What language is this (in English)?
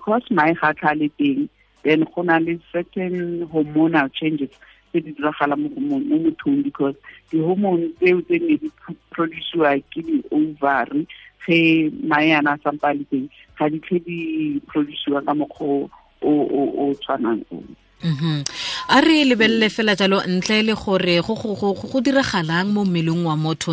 Tswana